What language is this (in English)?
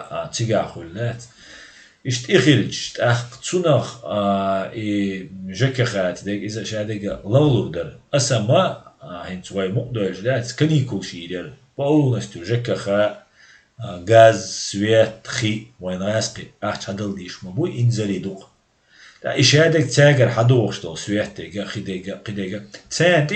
Chechen